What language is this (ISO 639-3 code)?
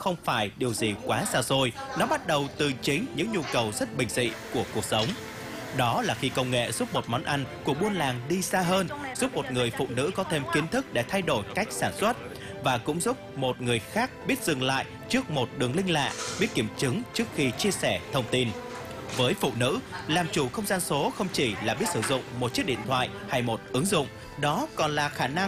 vie